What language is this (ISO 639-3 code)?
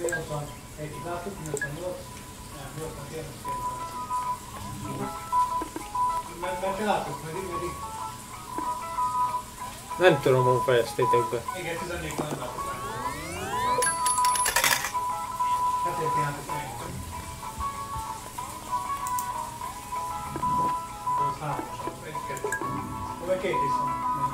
hun